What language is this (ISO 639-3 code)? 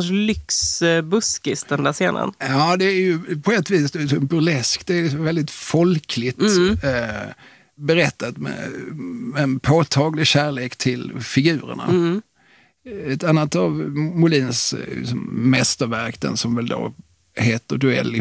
swe